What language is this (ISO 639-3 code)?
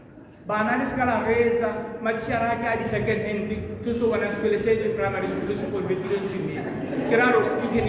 tsn